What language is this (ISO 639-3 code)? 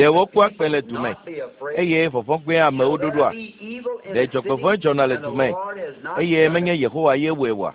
ewe